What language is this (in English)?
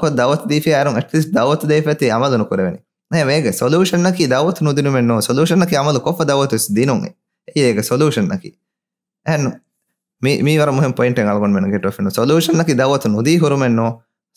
Divehi